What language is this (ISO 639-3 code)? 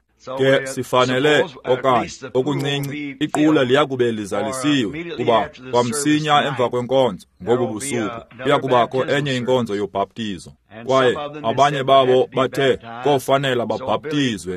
xho